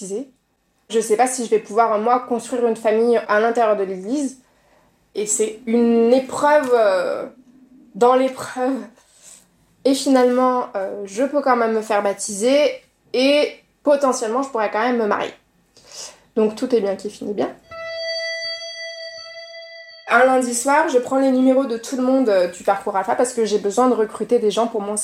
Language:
French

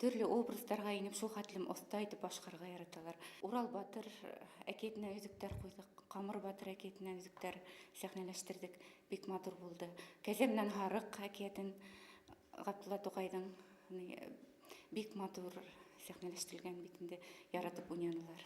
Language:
Bashkir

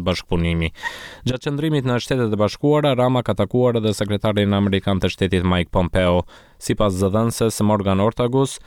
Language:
Albanian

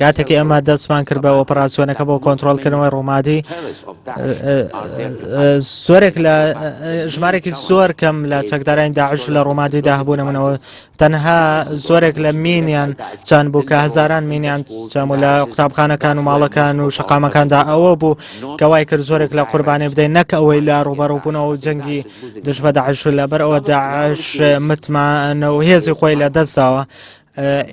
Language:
Central Kurdish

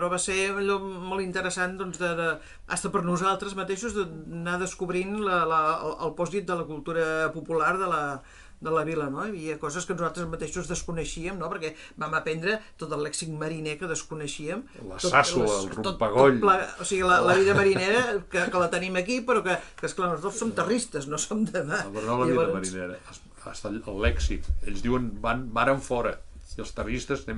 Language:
Catalan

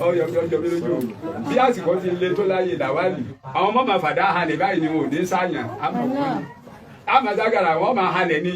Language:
Yoruba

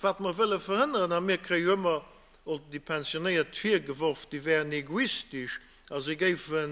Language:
Luxembourgish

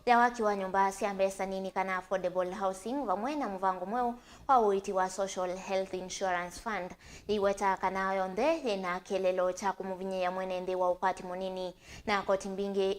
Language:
Kamba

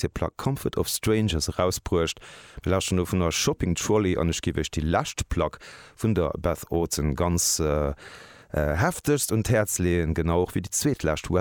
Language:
Luxembourgish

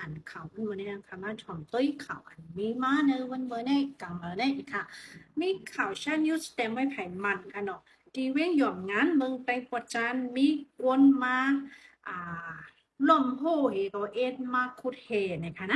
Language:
Shan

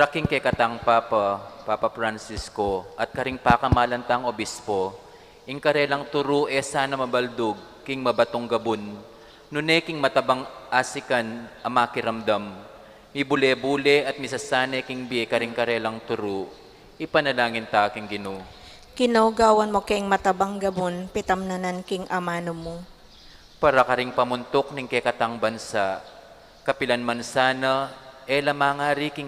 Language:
Pampanga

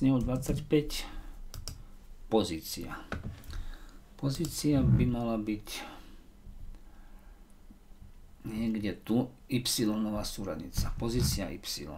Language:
Slovak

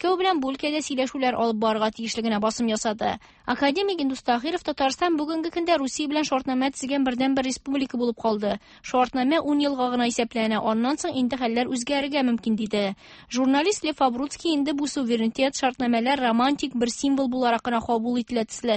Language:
Tatar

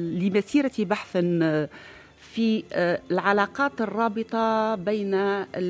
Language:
Tunisian Arabic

